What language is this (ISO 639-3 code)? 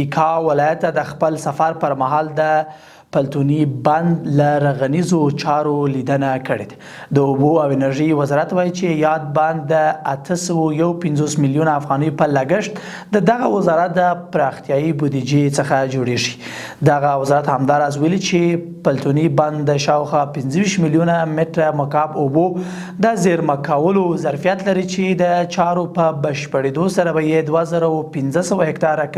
pus